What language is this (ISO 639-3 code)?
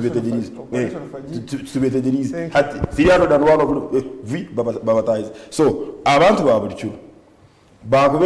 nyn